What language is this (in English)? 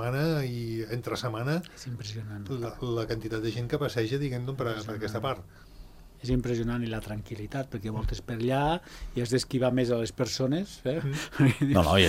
Catalan